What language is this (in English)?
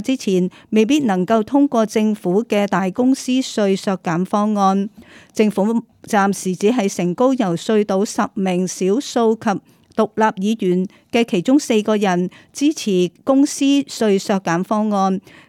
Cantonese